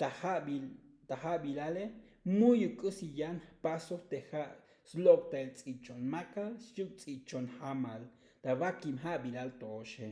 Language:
Tzotzil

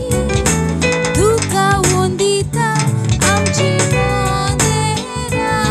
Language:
Konkani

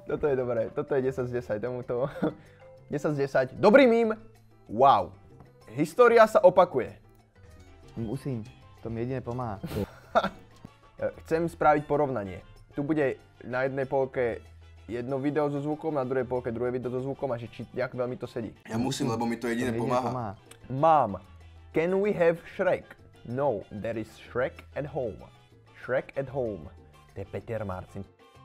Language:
Slovak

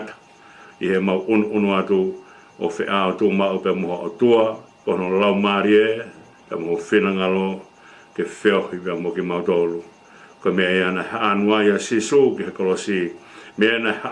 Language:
Tongan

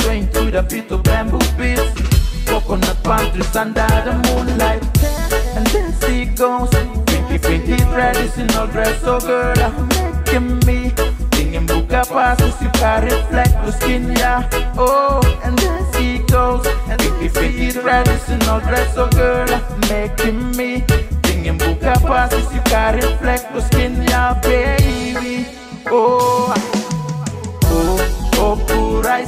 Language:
English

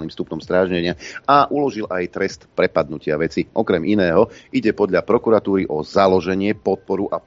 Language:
Slovak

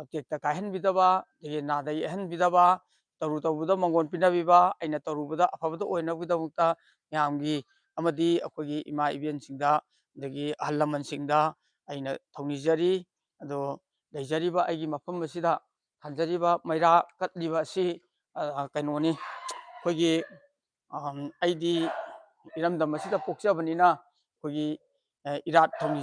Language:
Manipuri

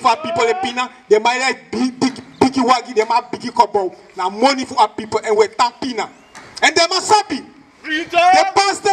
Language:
Sranan Tongo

